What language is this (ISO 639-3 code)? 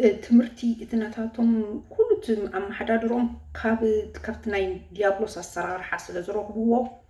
tir